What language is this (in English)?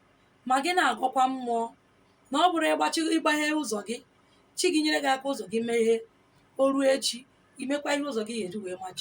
Igbo